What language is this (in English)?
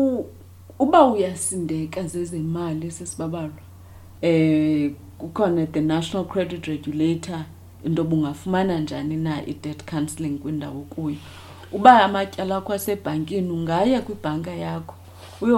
Xhosa